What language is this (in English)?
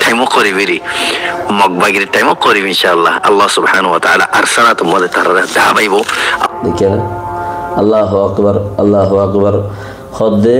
Rohingya